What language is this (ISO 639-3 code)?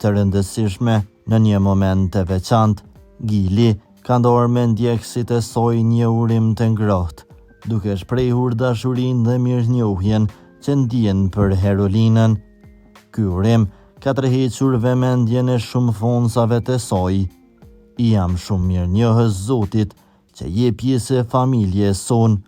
sqi